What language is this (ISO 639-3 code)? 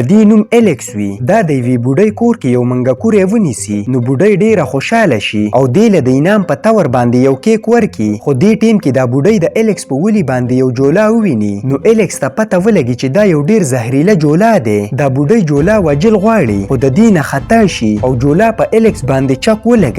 pus